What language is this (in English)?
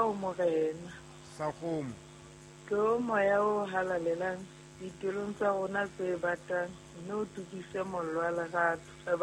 Southern Sotho